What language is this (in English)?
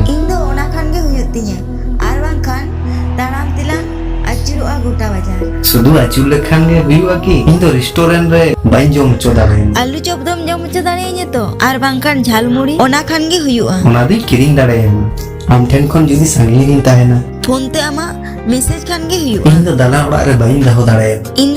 Santali